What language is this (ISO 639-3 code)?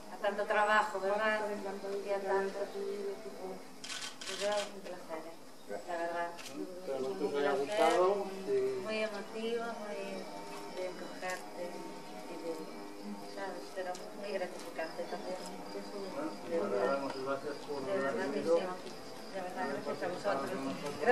spa